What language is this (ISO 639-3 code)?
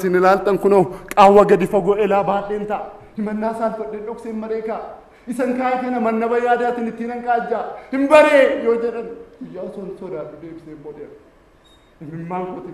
orm